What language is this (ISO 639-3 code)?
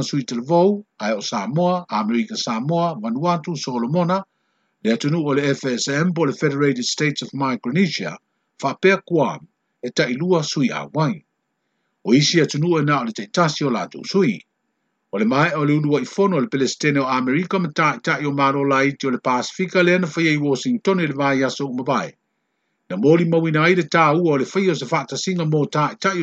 smo